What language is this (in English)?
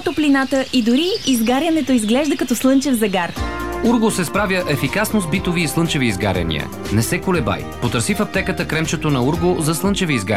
Bulgarian